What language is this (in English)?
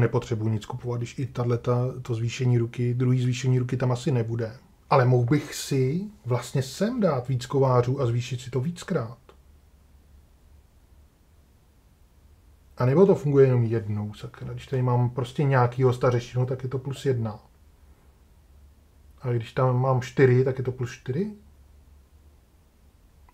Czech